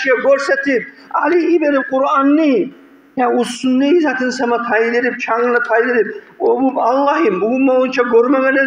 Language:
Kumyk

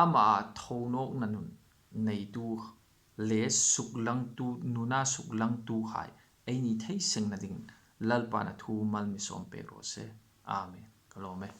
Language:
Hmar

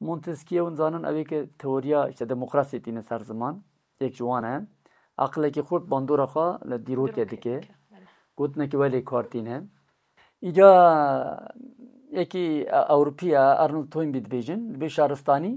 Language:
Kurdish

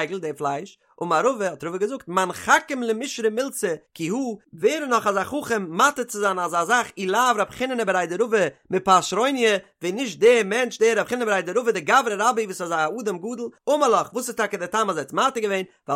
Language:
Yiddish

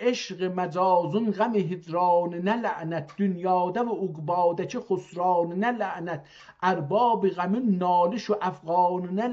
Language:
South Azerbaijani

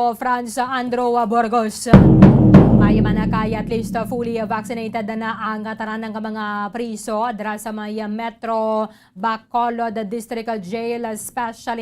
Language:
Hiligaynon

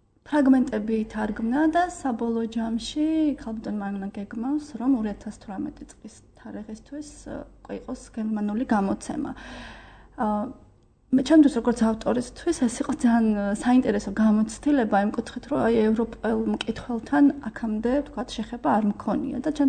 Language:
Georgian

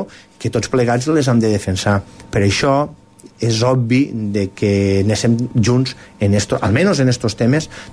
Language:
Catalan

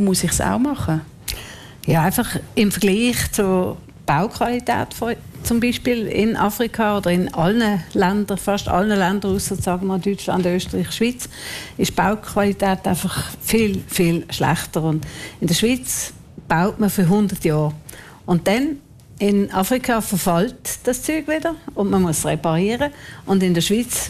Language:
German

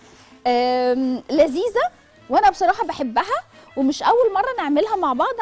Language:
Egyptian Arabic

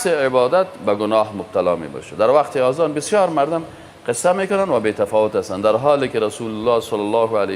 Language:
Persian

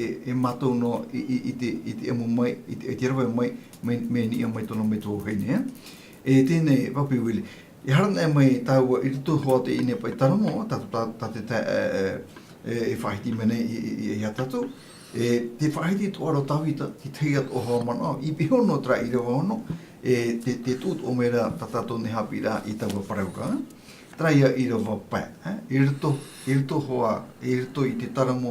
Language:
Tahitian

